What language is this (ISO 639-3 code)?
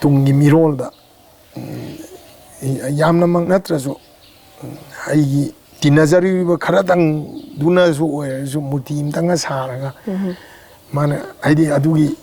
mni